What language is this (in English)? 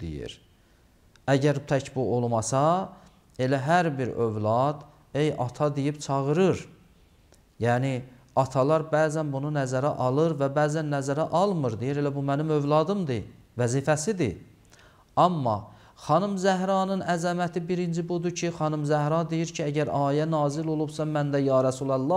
Azerbaijani